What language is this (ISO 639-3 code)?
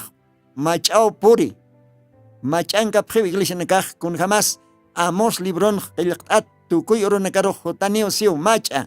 aym